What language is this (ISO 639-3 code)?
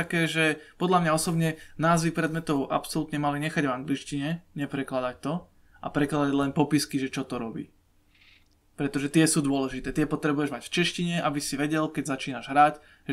slk